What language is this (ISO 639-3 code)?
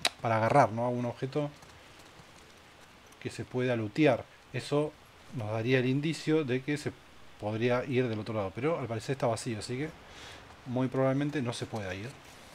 spa